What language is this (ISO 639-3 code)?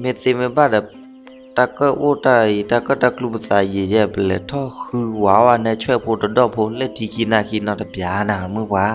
ksw